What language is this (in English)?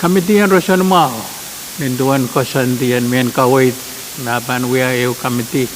Pohnpeian